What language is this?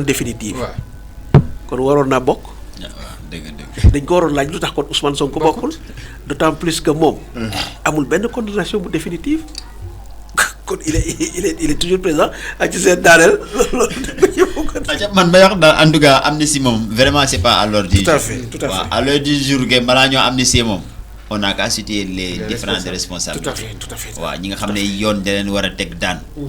Wolof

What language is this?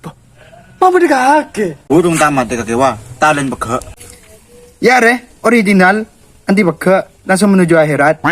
Madurese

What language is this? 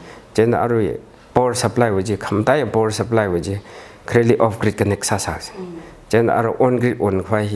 Tangkhul Naga (India)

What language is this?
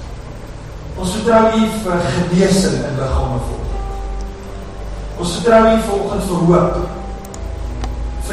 Afrikaans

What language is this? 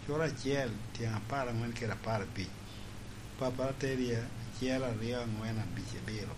Lango (Uganda)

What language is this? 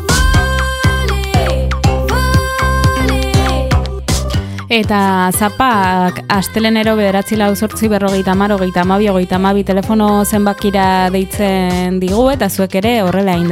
Basque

